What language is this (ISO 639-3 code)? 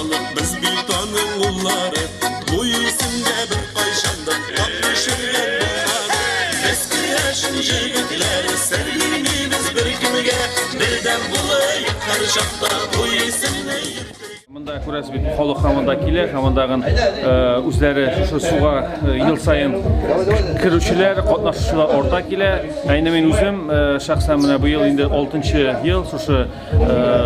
tat